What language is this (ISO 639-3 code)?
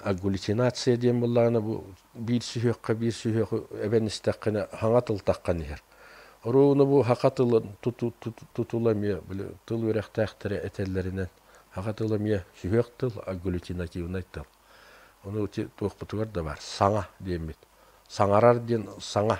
sah